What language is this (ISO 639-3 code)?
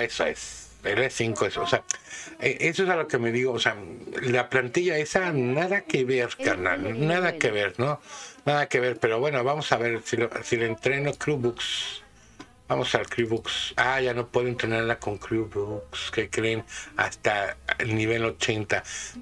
spa